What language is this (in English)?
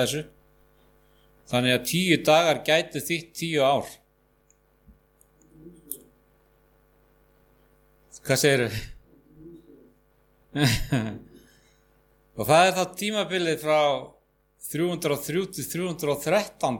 Icelandic